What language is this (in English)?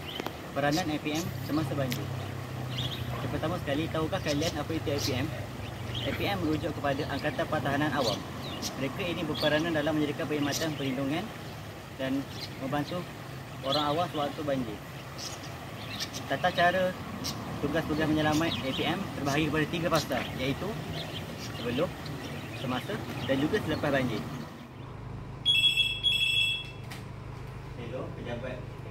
Malay